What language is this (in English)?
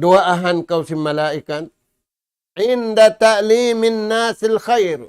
Tausug